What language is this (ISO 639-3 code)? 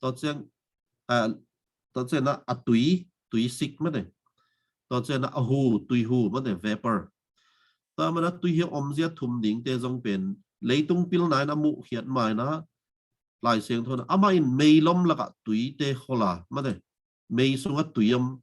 ctd